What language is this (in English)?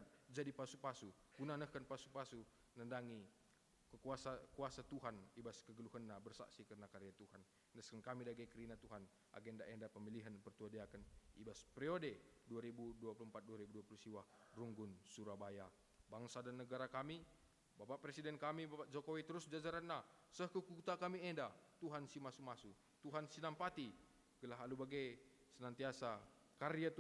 Batak Karo